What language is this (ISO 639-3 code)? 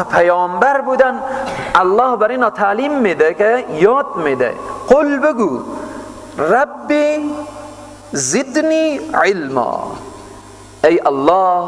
fas